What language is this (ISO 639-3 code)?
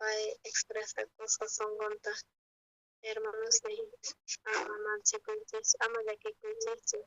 quh